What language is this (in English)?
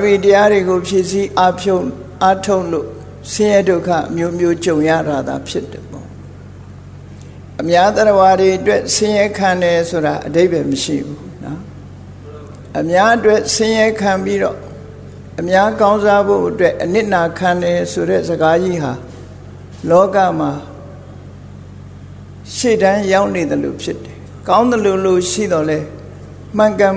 Burmese